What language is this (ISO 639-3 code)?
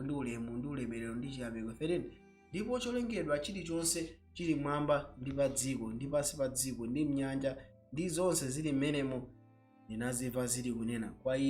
nya